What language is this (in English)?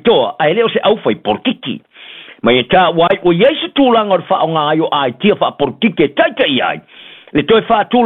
Samoan